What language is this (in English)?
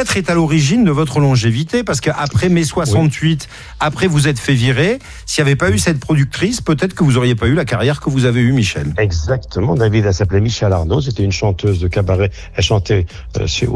French